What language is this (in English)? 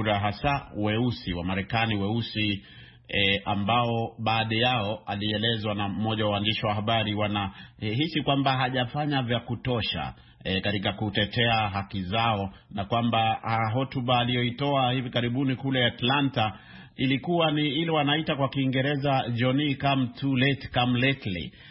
Swahili